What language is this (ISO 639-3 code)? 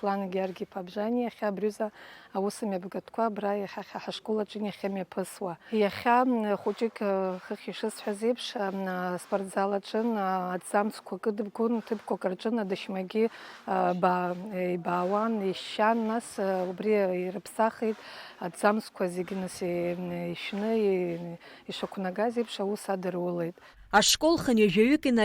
abk